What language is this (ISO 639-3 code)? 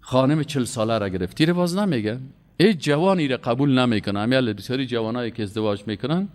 fas